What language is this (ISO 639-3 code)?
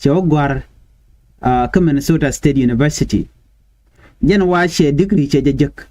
nus